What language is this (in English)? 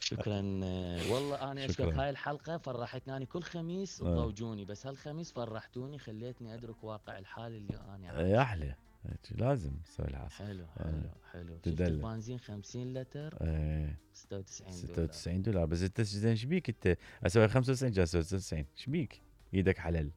Mesopotamian Arabic